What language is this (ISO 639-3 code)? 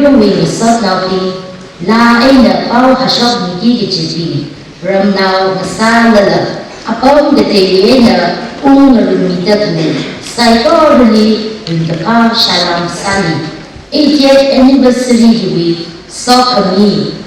nmf